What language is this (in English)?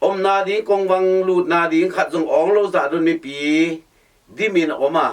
Tedim Chin